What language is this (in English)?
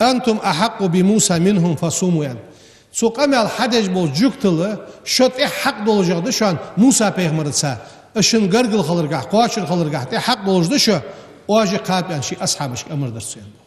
Ingush